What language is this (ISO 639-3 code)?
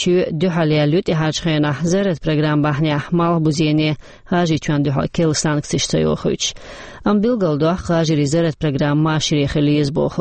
che